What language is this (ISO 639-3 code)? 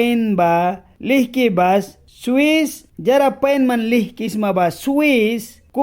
miq